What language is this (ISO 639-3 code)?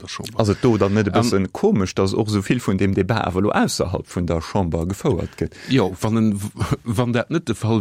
ltz